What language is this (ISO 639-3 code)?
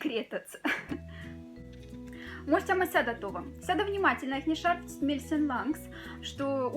mdf